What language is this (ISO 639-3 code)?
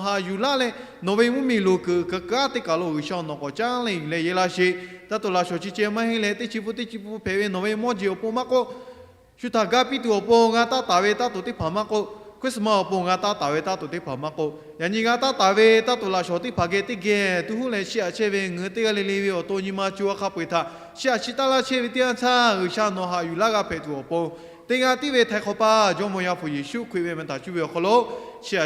lhu